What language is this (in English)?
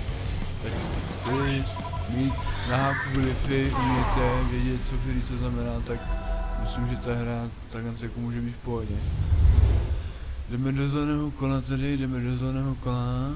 Czech